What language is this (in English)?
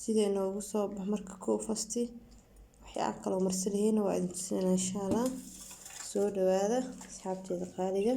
Somali